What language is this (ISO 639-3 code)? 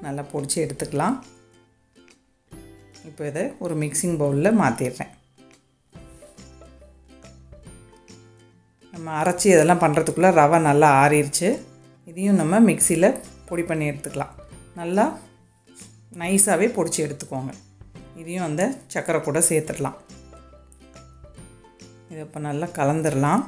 tam